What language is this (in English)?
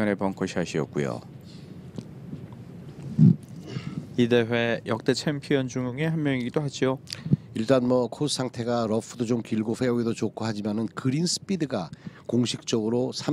Korean